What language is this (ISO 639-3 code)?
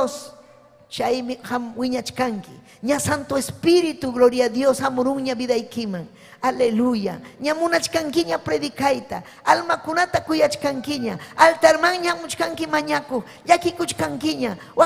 quy